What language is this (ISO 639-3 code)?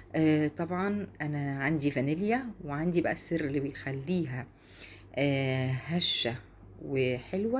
arz